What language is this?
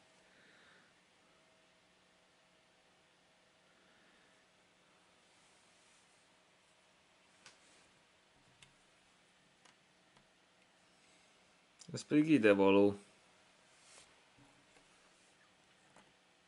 Hungarian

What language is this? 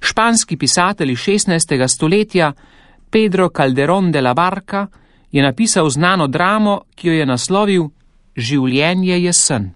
Slovenian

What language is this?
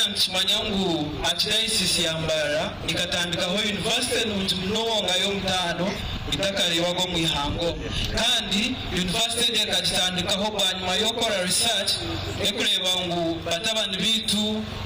Nyankole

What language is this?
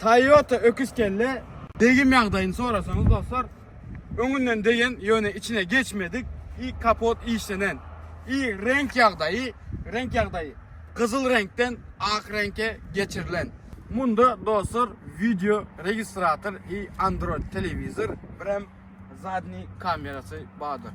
Turkmen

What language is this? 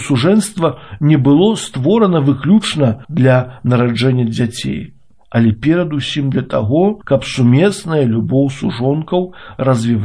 Belarusian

